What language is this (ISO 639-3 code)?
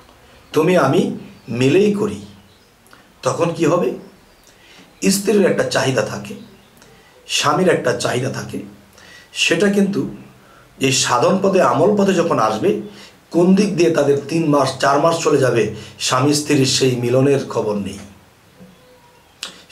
ben